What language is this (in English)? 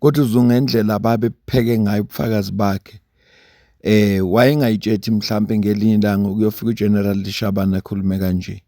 Zulu